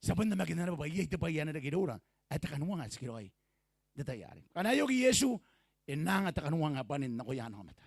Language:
Gilbertese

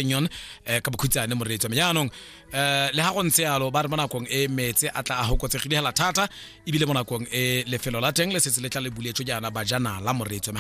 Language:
Tswana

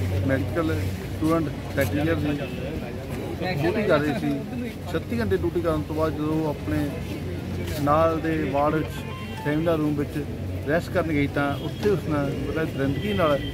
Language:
Punjabi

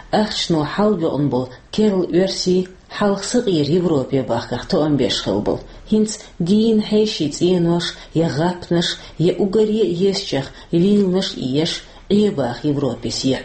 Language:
Chechen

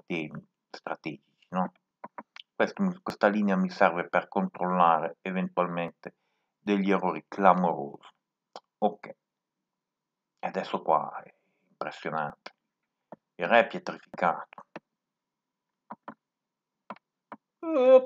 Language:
Italian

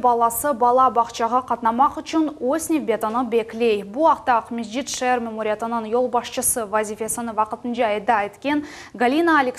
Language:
Crimean Tatar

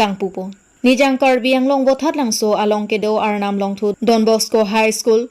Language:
Karbi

